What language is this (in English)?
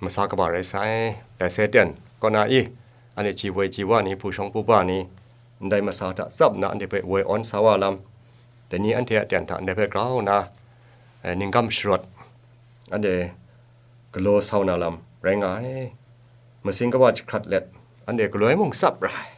Kachin